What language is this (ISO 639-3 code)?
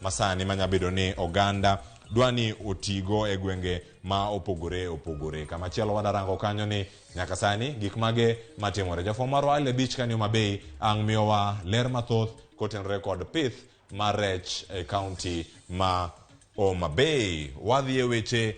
luo